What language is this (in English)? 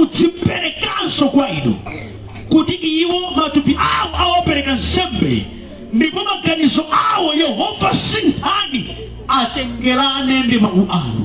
Nyanja